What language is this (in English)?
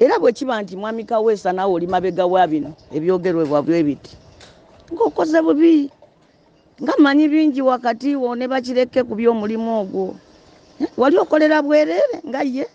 Ganda